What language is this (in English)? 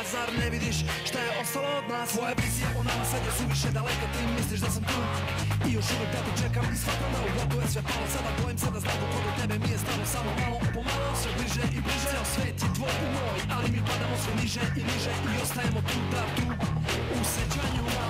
Serbian